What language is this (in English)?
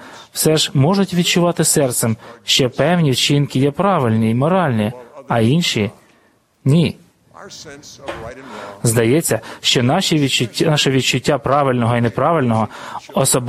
Ukrainian